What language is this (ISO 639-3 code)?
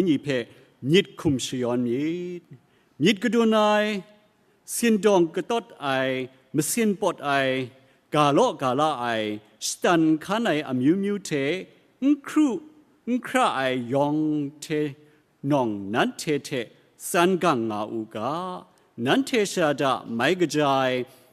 kac